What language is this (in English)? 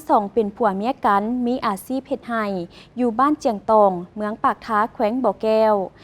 Lao